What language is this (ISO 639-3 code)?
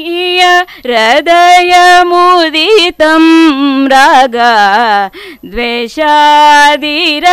kan